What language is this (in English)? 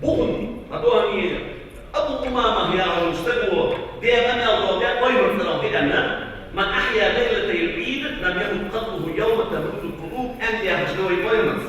Ingush